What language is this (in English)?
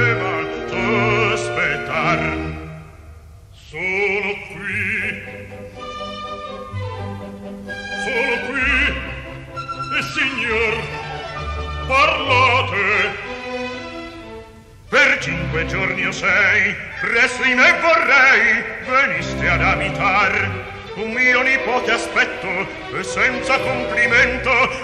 Italian